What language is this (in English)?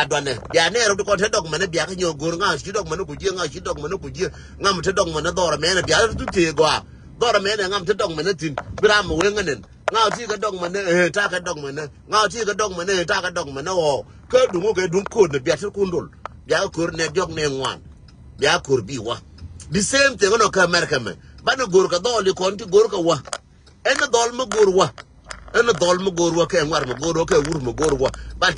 Nuer